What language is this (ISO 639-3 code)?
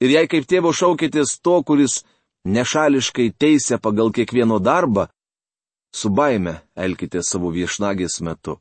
lit